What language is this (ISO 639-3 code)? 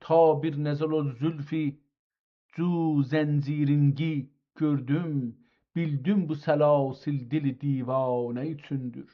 azb